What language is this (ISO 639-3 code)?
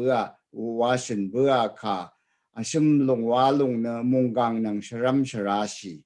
raw